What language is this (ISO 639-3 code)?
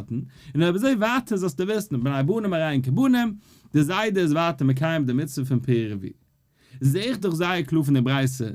yid